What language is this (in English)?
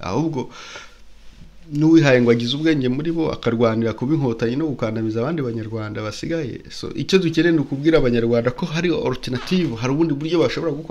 Kinyarwanda